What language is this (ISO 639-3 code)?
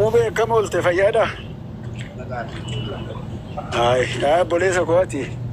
orm